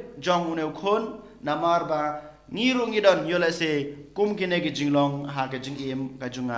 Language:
Khasi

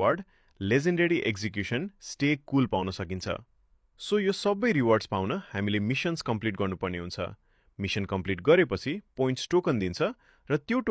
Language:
Nepali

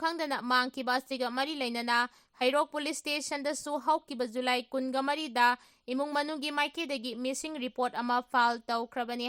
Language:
Manipuri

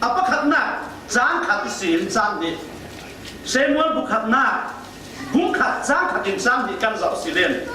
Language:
Falam Chin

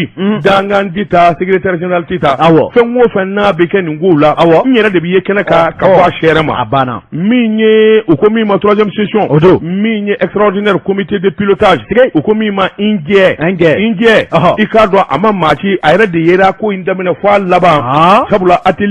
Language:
Bambara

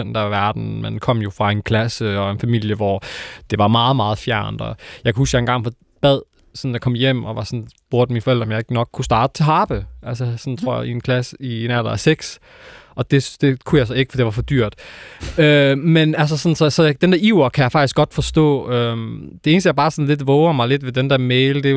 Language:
Danish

